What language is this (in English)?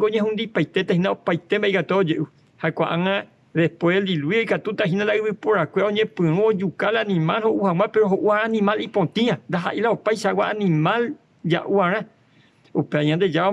Guarani